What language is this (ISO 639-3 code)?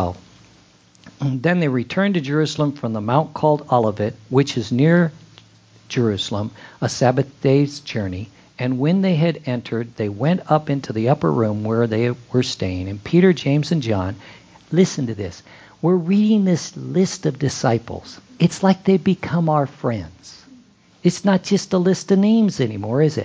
eng